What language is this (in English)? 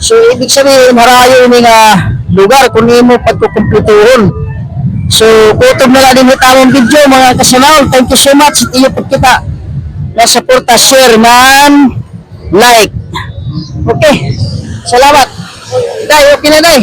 Waray